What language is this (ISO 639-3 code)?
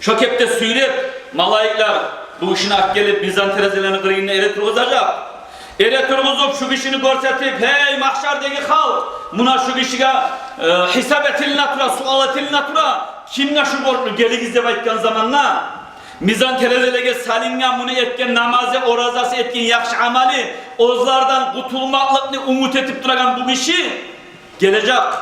kum